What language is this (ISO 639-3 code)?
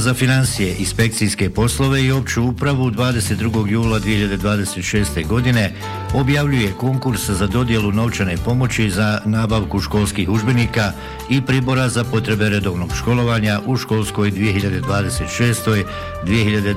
bos